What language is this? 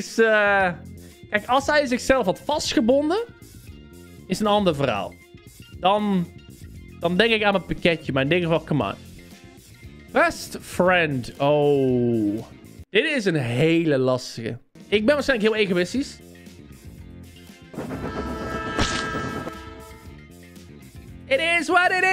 Dutch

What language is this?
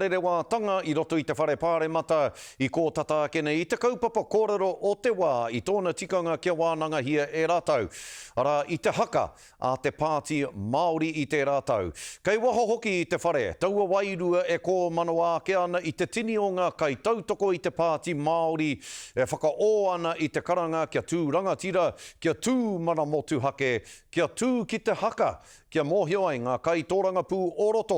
Māori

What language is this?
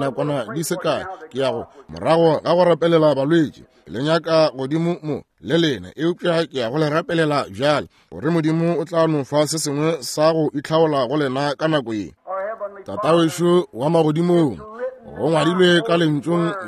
Northern Sotho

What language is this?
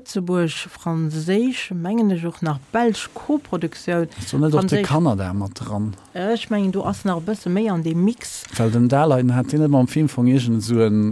Luxembourgish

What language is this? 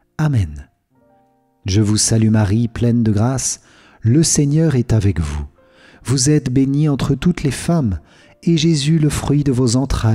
French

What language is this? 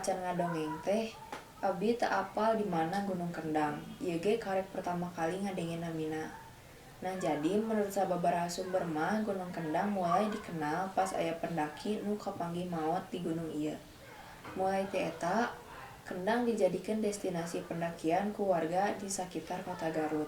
Sundanese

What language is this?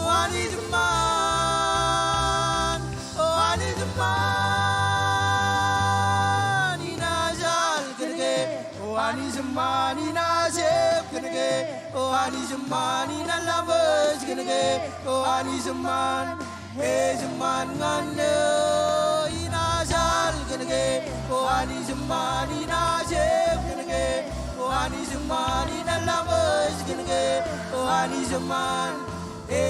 Marshallese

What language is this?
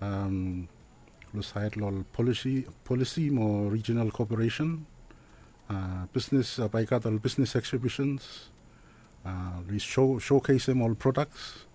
Bislama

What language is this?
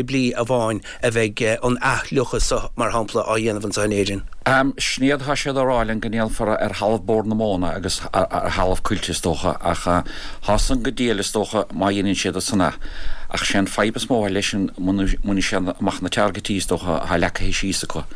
Irish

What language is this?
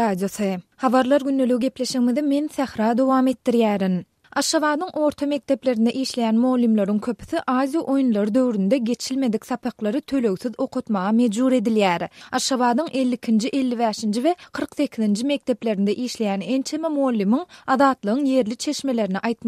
Turkmen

